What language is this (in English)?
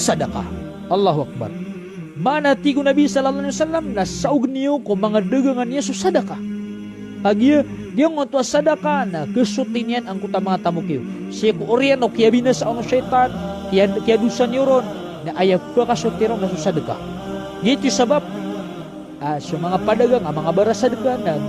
Maranao